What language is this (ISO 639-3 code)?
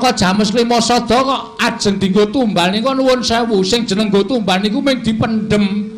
jav